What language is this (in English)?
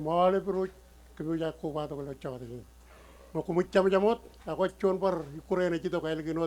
Marshallese